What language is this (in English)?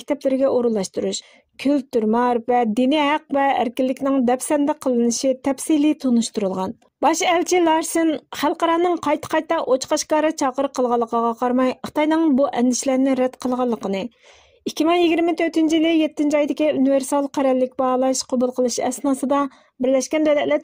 Uyghur